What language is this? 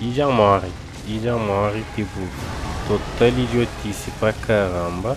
Kabuverdianu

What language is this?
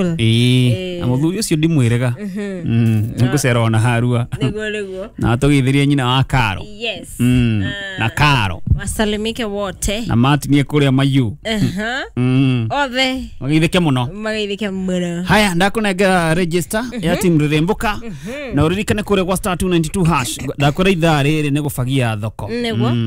Kikuyu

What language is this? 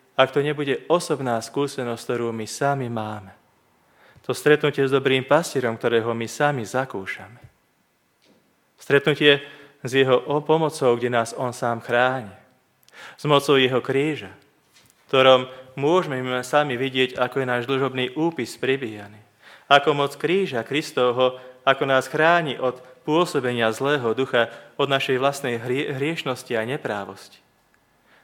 Slovak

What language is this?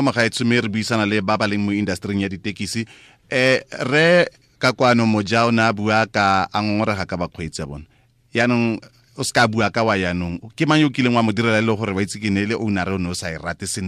Tswana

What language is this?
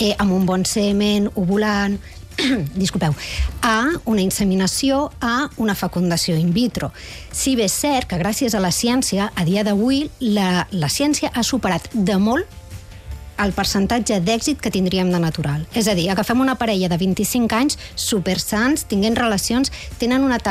Catalan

